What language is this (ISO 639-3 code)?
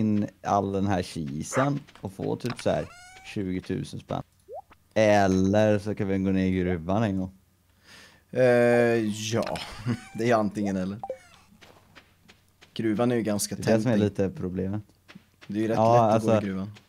swe